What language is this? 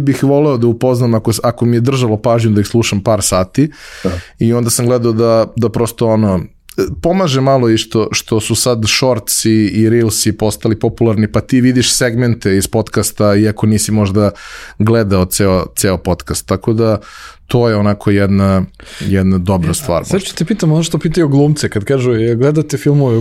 Serbian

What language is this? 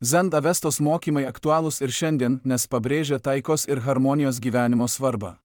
Lithuanian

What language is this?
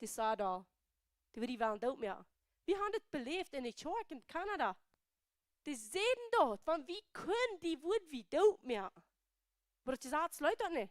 Plautdietsch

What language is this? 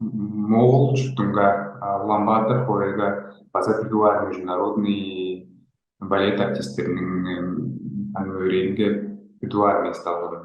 Tuvinian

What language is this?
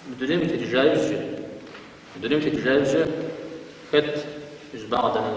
Kabardian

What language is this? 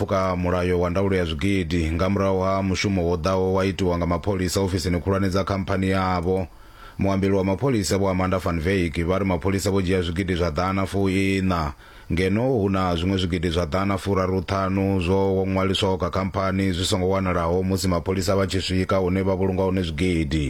Venda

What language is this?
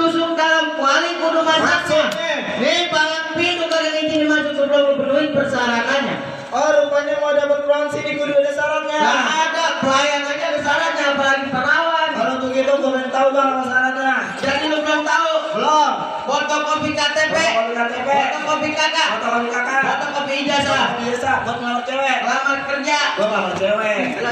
Betawi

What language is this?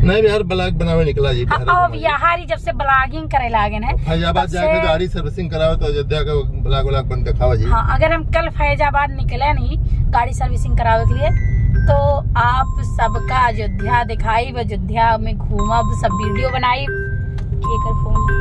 Awadhi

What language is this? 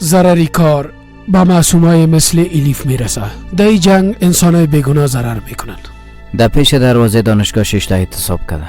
Persian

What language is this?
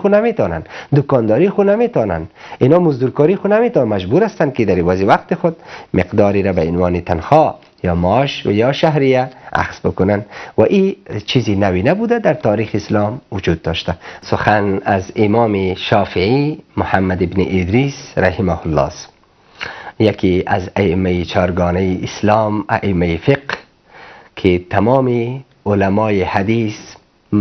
Persian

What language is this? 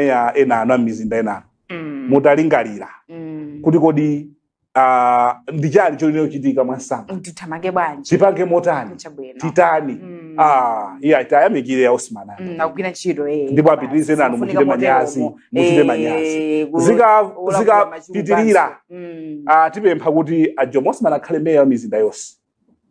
Nyanja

